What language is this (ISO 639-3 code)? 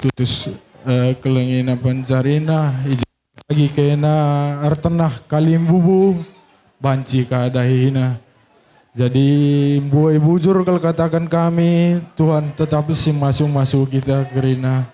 btx